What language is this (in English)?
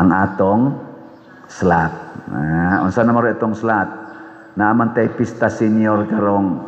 Cebuano